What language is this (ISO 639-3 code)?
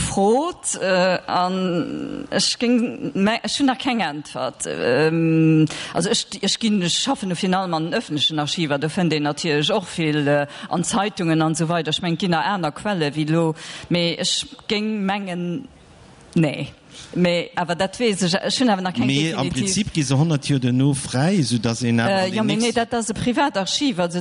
ltz